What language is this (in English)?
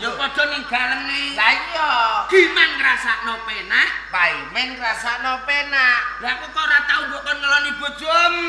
Javanese